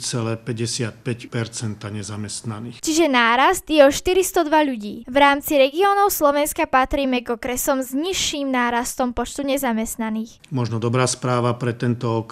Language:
Slovak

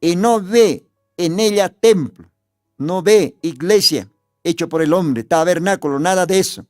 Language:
Aymara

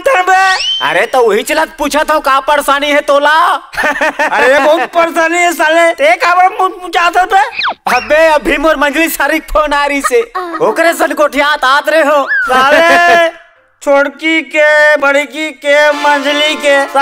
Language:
Chhattisgarhi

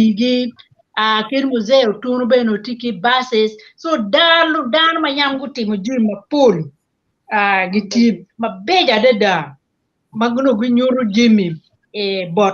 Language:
Acoli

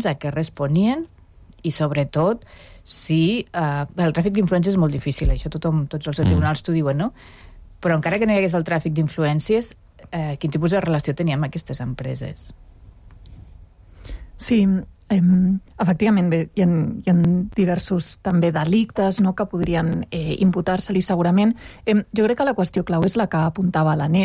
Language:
Catalan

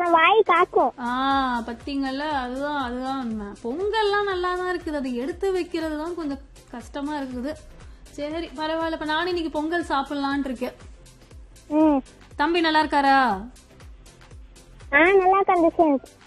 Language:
Tamil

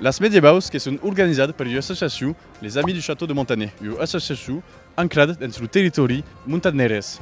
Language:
Occitan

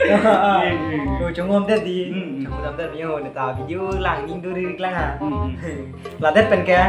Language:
Karbi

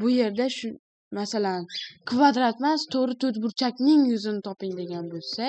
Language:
Uzbek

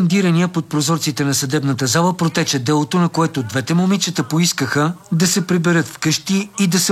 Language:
Bulgarian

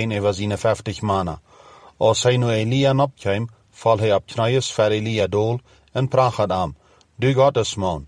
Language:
Plautdietsch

